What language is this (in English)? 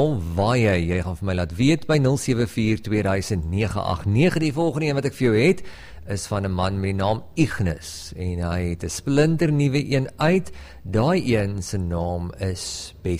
Afrikaans